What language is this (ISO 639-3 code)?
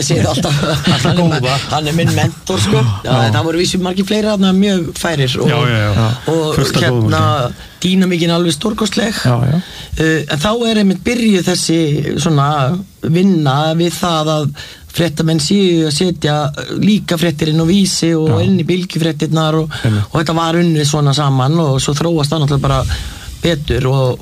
isl